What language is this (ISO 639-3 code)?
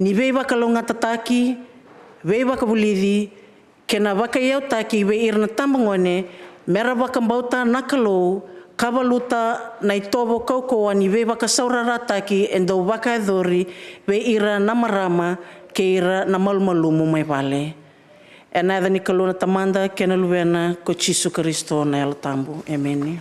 fij